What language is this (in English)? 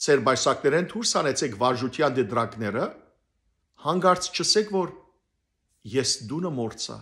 Western Armenian